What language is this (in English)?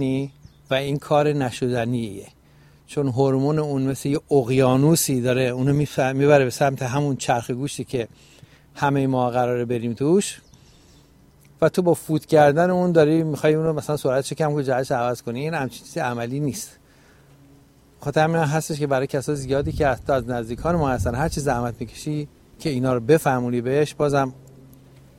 Persian